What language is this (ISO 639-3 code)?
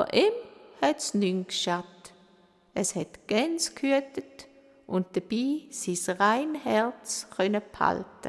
gsw